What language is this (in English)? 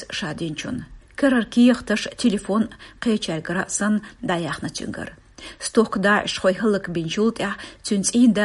Chechen